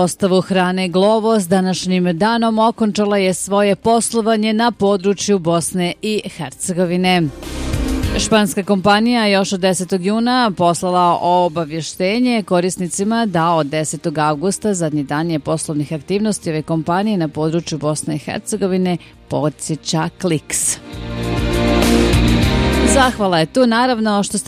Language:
Bosnian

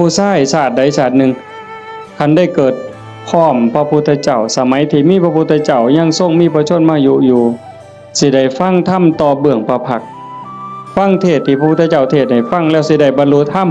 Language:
Northeastern Thai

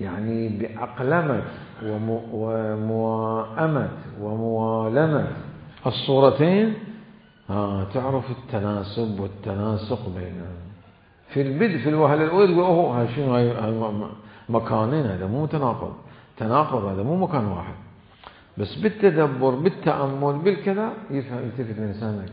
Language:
Mesopotamian Arabic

